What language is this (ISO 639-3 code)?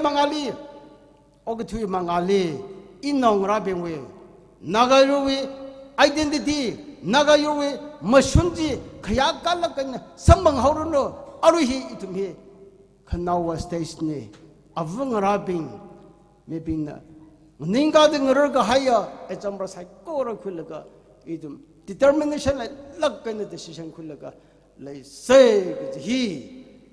nmf